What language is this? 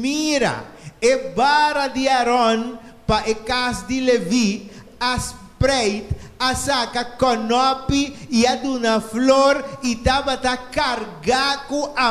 Papiamento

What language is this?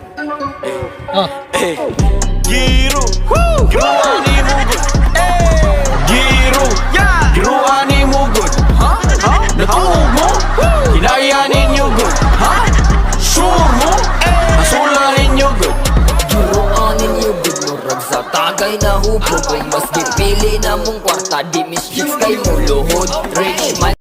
Cebuano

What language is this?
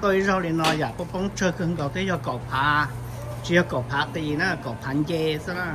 Hmong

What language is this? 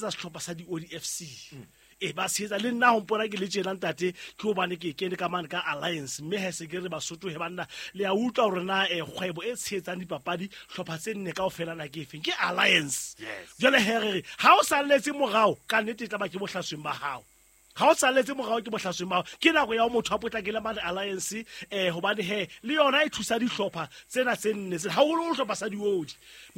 Southern Sotho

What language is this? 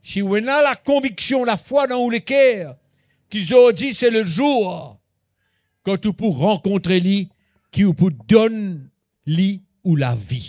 Morisyen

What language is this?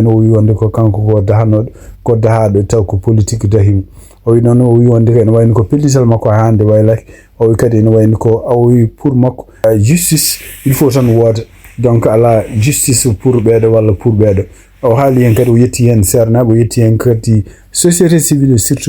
Fula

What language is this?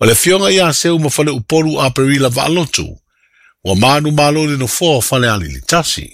Samoan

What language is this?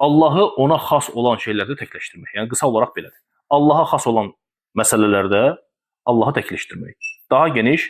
Azerbaijani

